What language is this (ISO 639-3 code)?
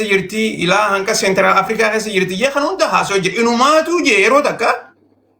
orm